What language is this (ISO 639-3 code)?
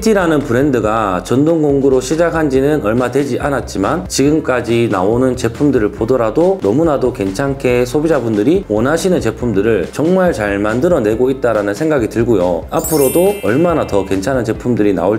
kor